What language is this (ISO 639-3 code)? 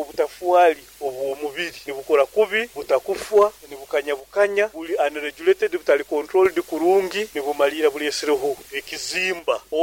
nyo